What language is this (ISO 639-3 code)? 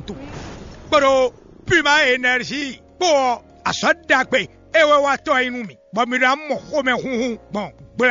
fon